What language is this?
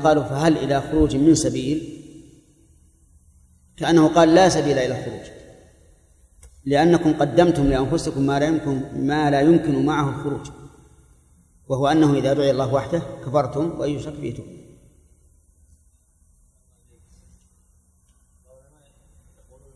Arabic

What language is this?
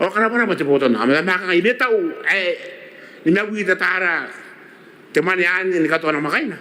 Gilbertese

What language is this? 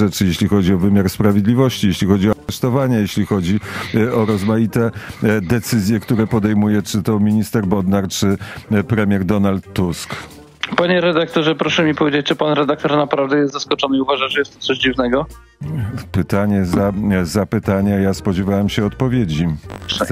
Polish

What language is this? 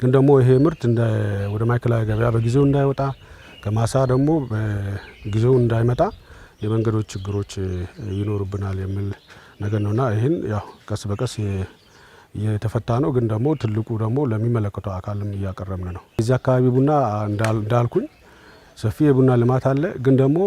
Amharic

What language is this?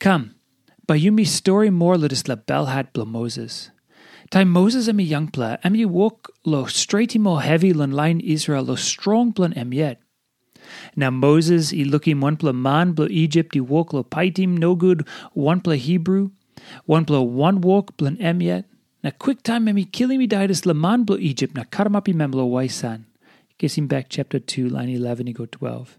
Tok Pisin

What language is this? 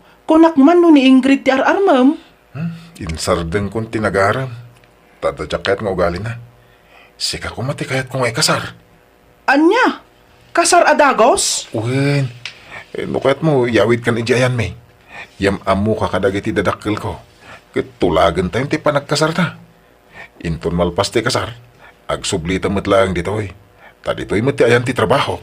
Iloko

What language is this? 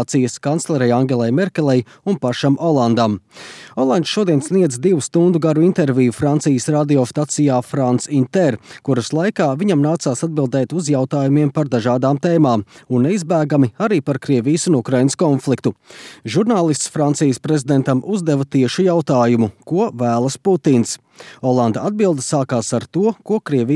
Latvian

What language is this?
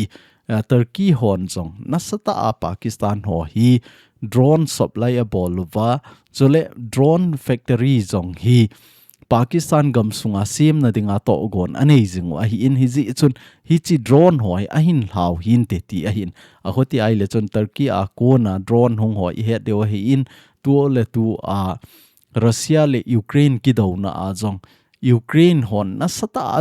Thado Chin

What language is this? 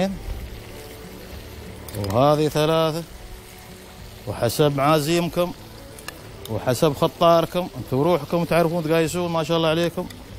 Gulf Arabic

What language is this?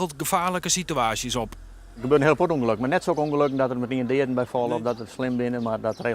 Western Frisian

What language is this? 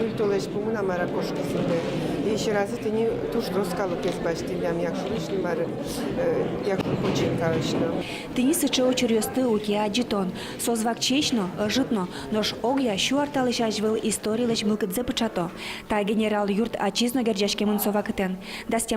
Udmurt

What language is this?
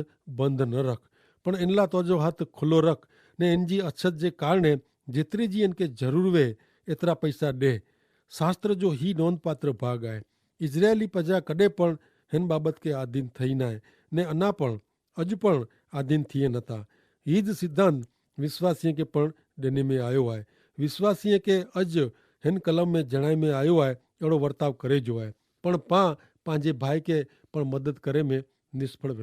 Kachhi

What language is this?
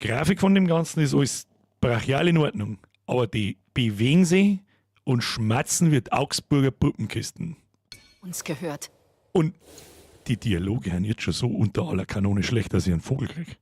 Bavarian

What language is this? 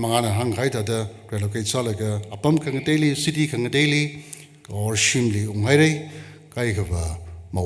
Tangkhul Naga (India)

